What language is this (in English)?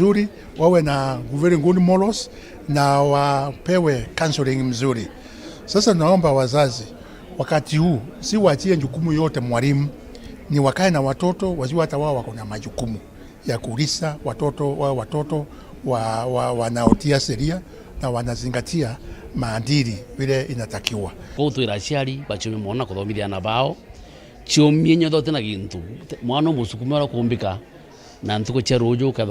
Meru